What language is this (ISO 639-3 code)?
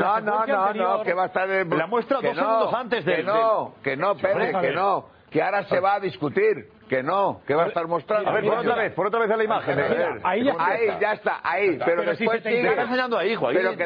spa